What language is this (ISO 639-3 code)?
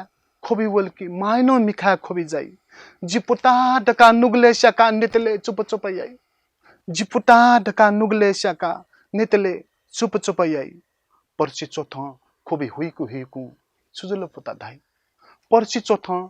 new